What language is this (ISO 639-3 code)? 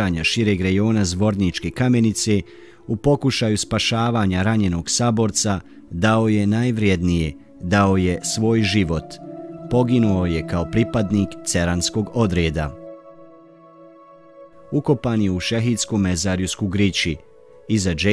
bos